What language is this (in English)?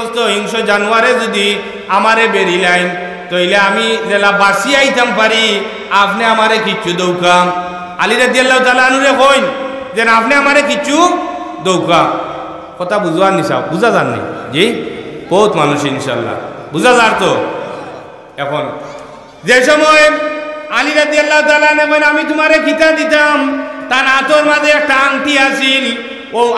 Sylheti